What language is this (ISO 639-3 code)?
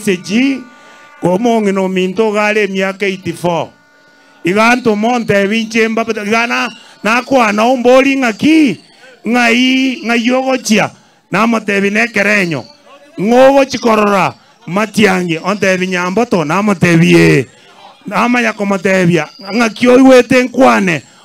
guz